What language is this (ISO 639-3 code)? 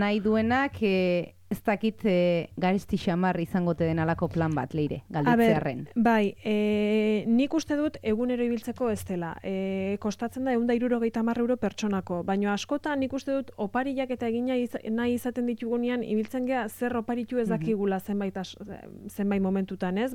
eus